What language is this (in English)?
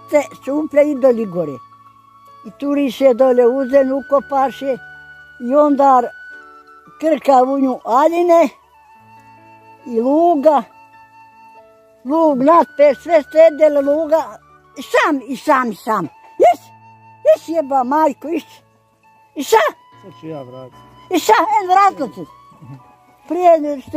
Bosnian